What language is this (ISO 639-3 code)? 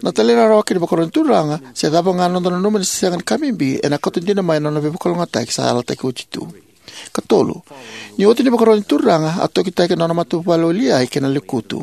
fij